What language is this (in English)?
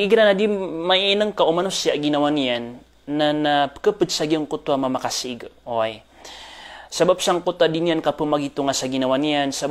Maranao